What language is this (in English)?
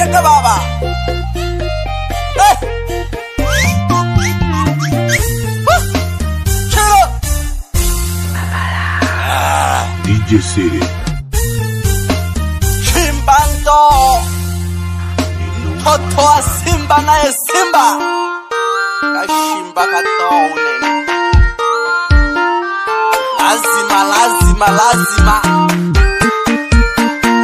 Swahili